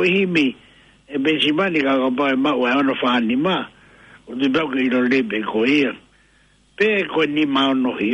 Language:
Tongan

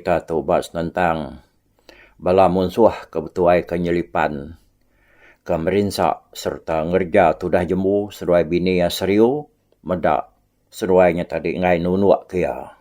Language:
Iban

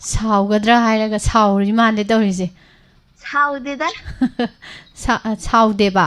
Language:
Manipuri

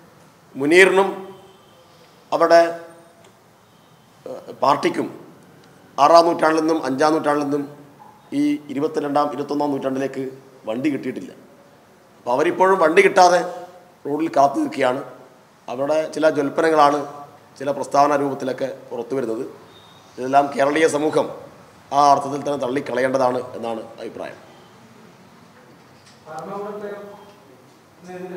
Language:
Malayalam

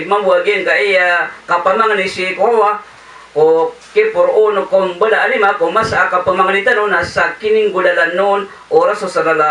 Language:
Maranao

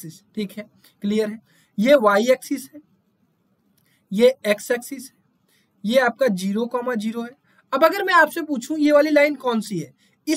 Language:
Hindi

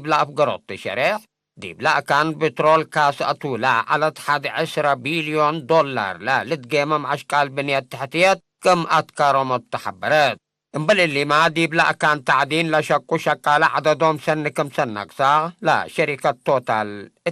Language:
Tigre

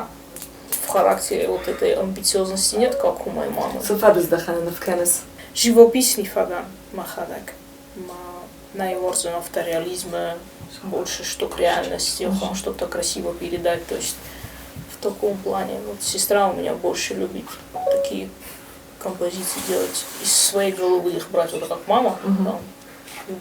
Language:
Ossetic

